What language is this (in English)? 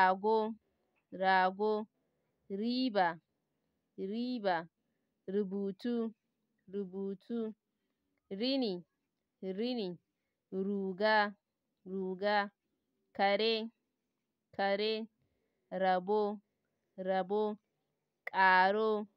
Hausa